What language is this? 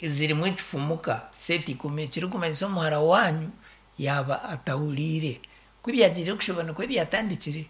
Nyankole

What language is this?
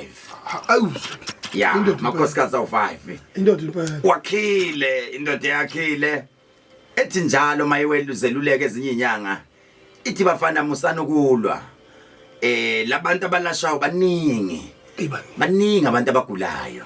Zulu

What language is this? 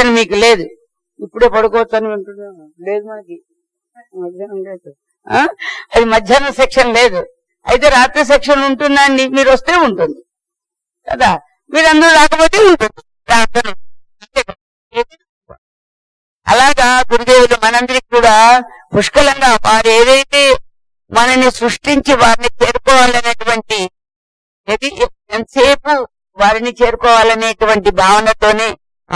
Telugu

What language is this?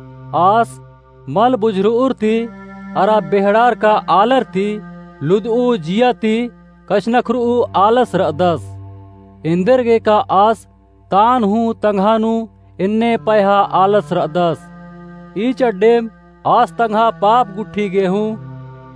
Kurukh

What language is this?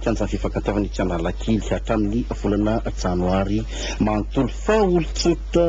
Malagasy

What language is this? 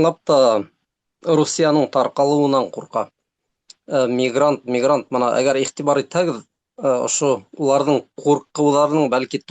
Bashkir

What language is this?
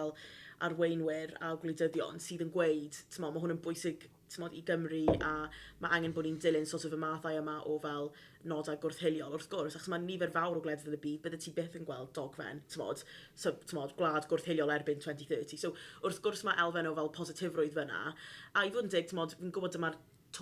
Welsh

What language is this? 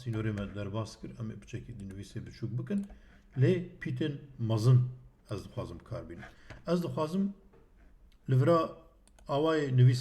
Kurdish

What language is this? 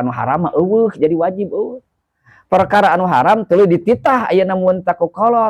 Sundanese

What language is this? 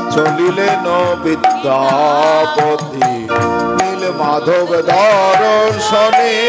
Bangla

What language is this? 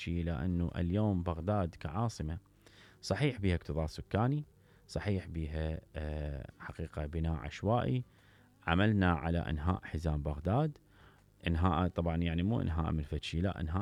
Mesopotamian Arabic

